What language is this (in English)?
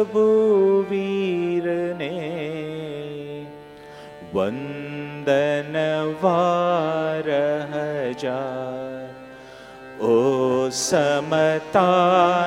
Gujarati